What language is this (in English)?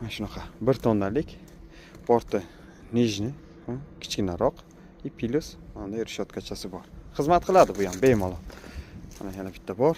Uzbek